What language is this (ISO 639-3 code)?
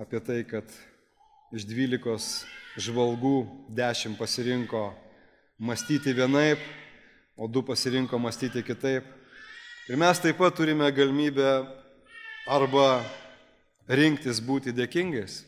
lit